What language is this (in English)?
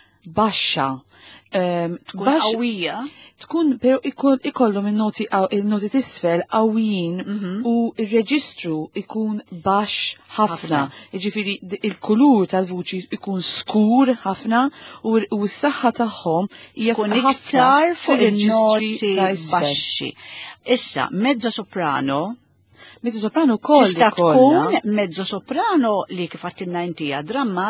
Maltese